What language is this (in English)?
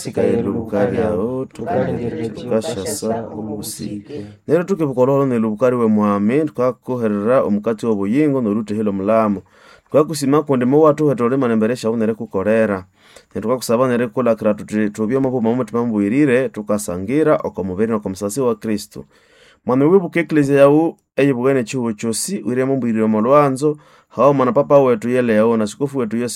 Nande